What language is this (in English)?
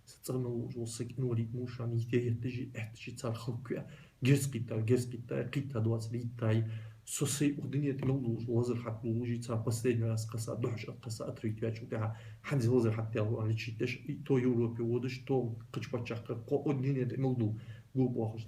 Ingush